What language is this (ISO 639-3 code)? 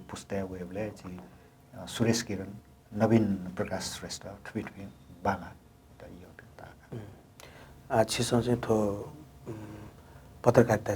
new